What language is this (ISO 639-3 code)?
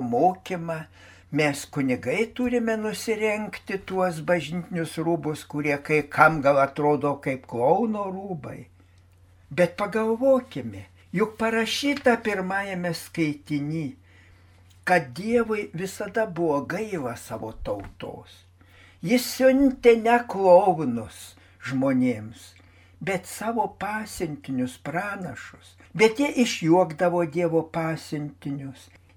lit